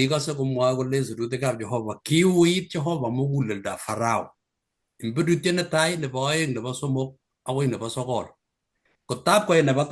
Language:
Kalenjin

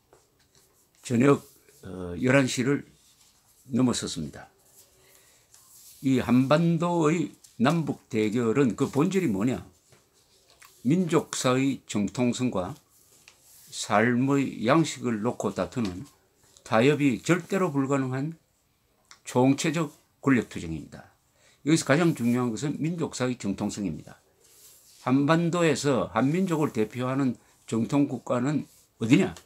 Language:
Korean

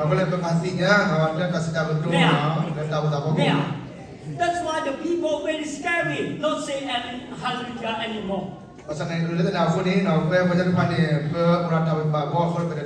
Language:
S'gaw Karen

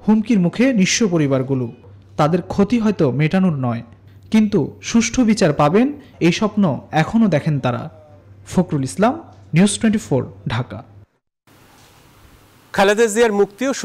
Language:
Bangla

